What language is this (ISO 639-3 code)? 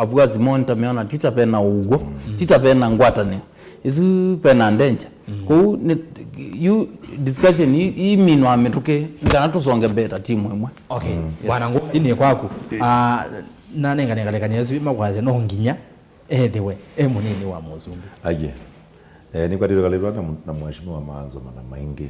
kam